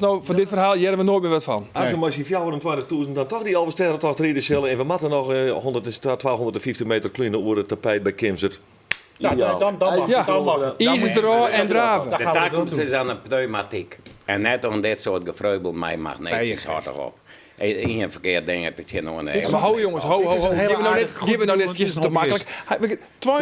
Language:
Western Frisian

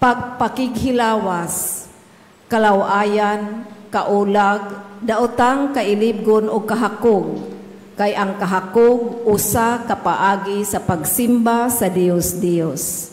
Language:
Cebuano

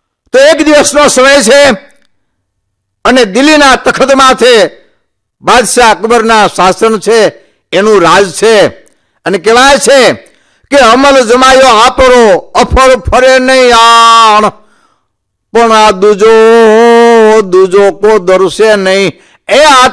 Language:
Gujarati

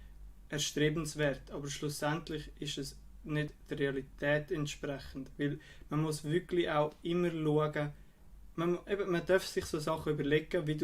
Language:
Swiss German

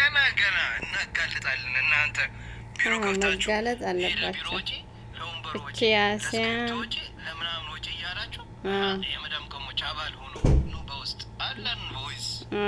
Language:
Amharic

